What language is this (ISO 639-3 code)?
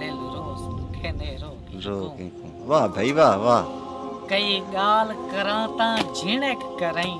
skr